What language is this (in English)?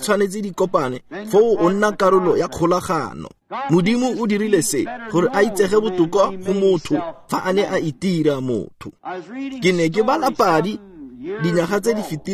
Tswana